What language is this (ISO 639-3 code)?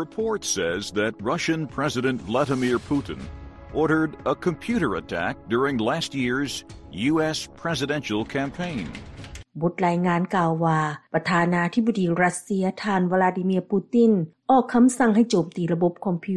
lao